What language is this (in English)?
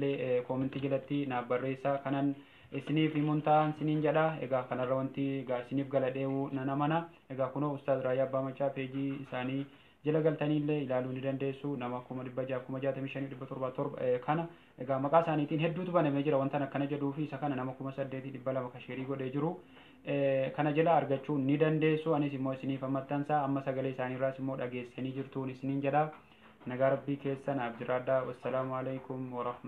Oromo